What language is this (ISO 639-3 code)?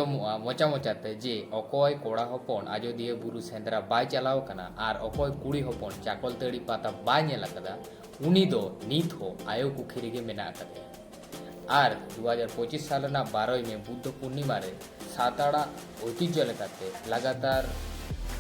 sat